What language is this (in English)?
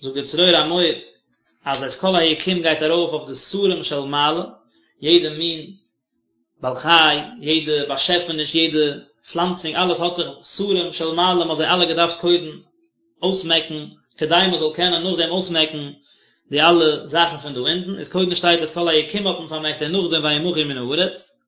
Yiddish